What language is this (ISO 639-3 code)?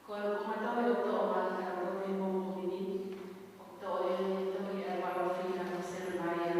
ton